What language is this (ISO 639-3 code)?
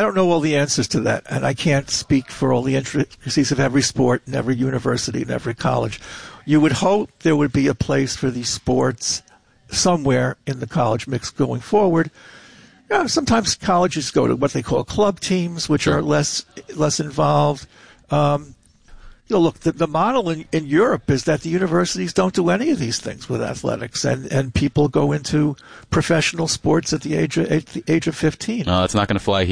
eng